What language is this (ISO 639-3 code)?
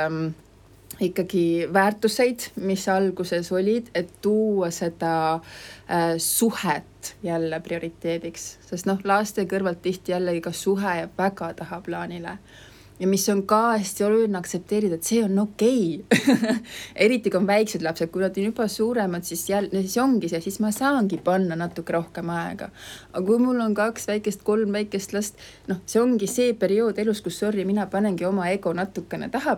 est